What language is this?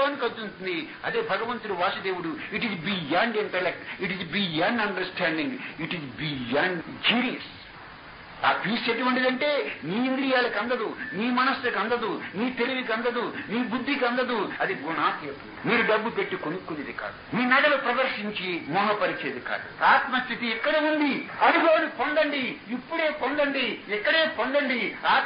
Telugu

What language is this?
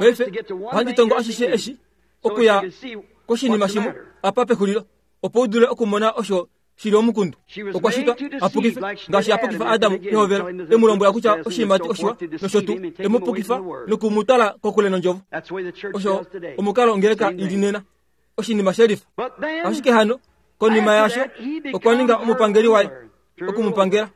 Kuanyama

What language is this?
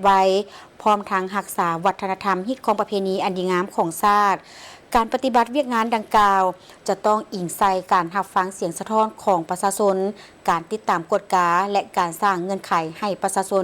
Lao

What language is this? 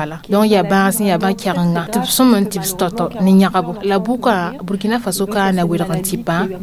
Mossi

